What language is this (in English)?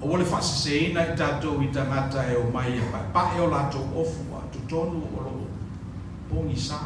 Samoan